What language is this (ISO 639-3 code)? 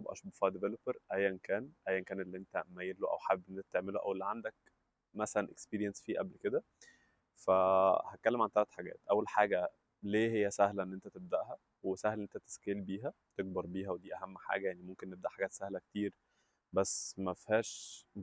arz